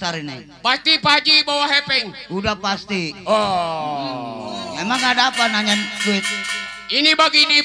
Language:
Betawi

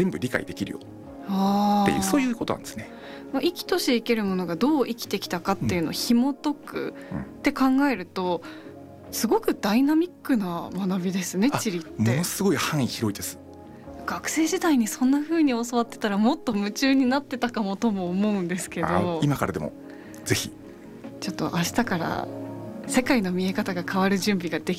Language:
Japanese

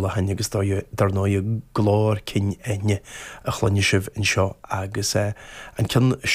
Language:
Irish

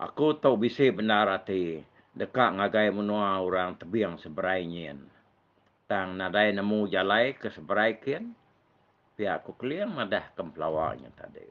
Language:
Iban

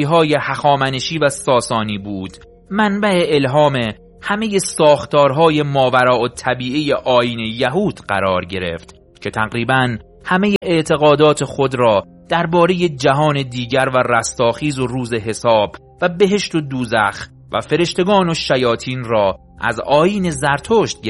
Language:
Persian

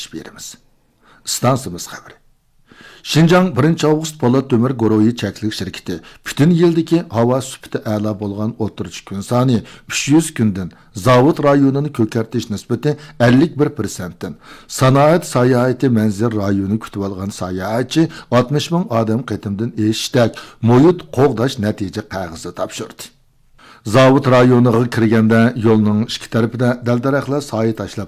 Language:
Uyghur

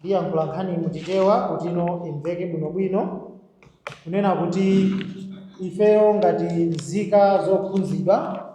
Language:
Nyanja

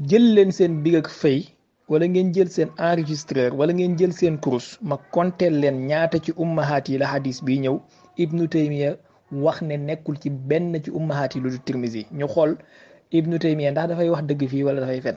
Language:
Wolof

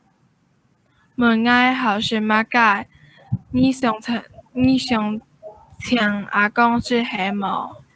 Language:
Hakka Chinese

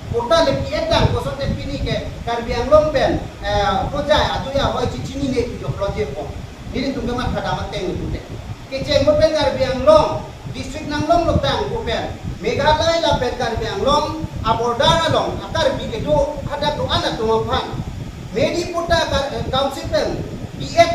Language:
Karbi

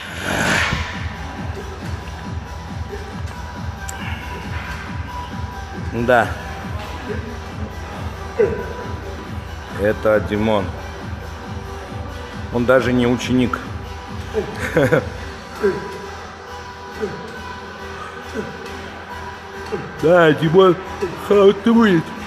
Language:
Russian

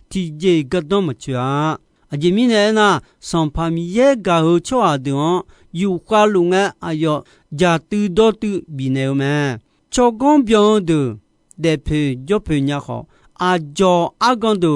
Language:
Akha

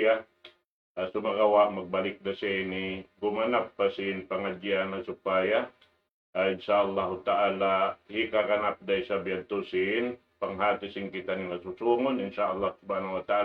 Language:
Tausug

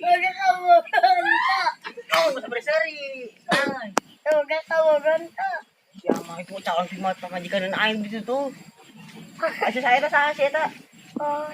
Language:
Sundanese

